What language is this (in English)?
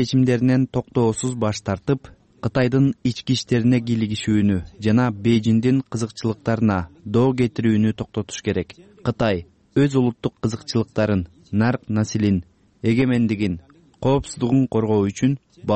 Kyrgyz